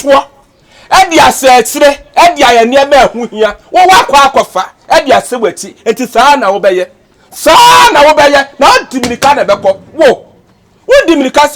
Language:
Akan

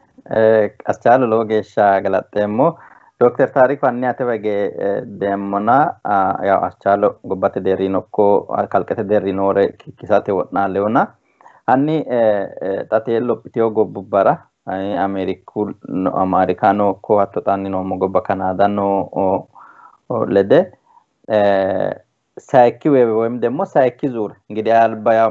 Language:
Sidamo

